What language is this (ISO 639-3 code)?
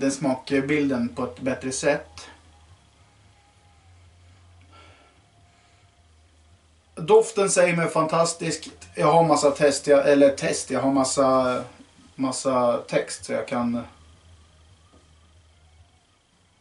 swe